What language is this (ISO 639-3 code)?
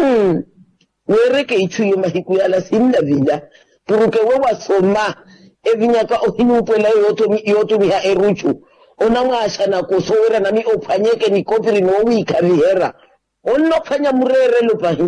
vmw